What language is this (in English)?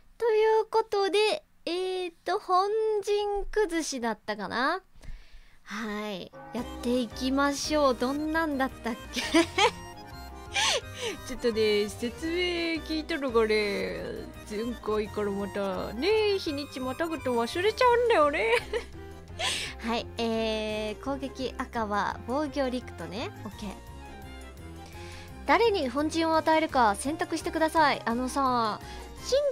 Japanese